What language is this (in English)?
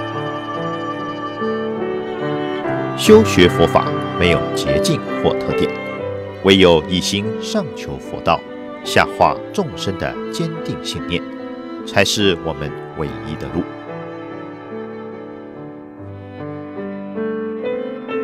Chinese